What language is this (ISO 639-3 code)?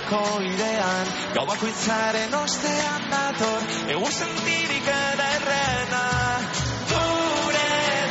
eus